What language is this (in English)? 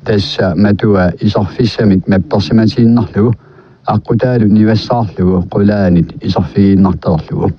Kalaallisut